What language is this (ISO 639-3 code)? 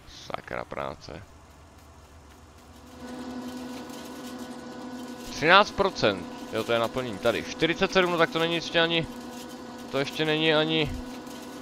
ces